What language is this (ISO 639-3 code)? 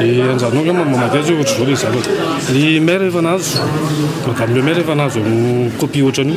mlg